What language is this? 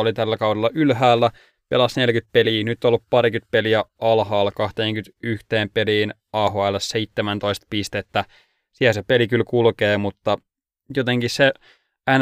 Finnish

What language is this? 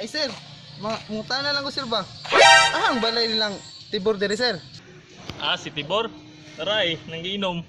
Cebuano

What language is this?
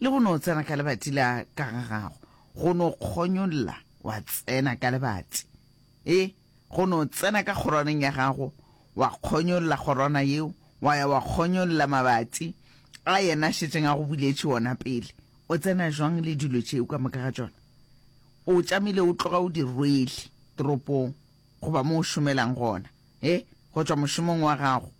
Northern Sotho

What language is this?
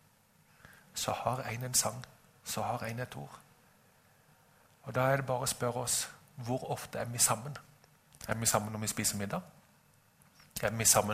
Norwegian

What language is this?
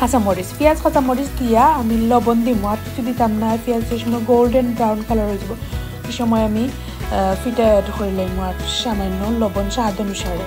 Sylheti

